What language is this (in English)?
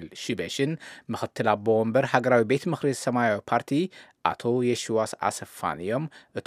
Tigrinya